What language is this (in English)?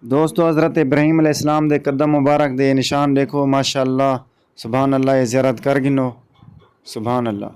Saraiki